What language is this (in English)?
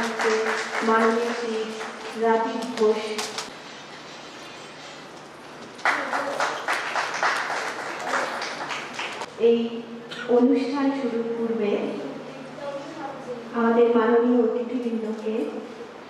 Bangla